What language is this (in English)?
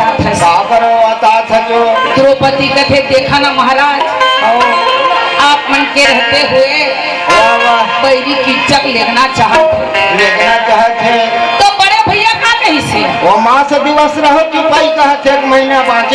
Chhattisgarhi